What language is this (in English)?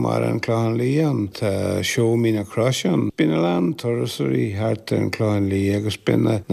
Irish